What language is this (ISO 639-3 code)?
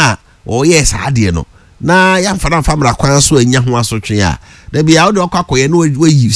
aka